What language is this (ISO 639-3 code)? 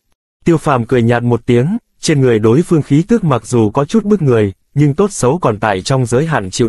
vie